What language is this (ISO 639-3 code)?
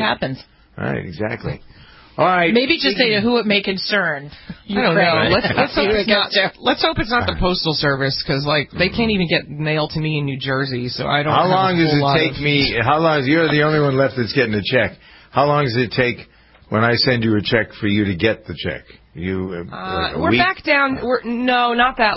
eng